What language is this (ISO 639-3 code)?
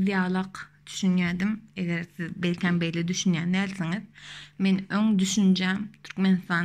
tuk